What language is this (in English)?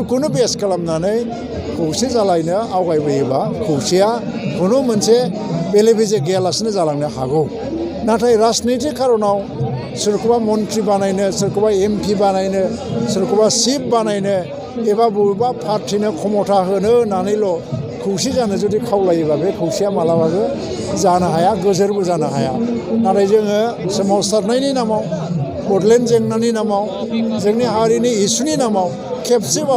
Bodo